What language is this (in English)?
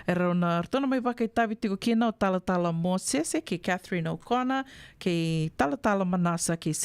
Fijian